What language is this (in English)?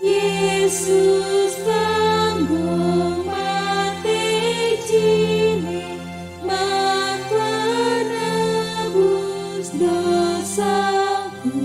Batak Karo